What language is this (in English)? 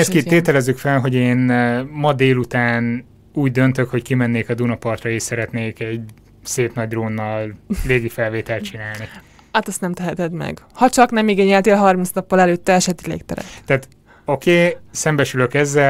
Hungarian